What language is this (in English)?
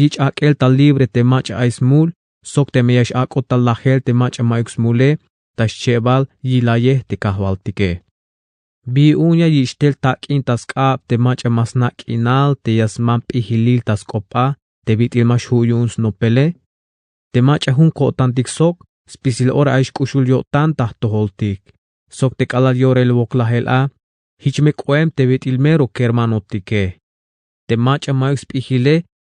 Tzeltal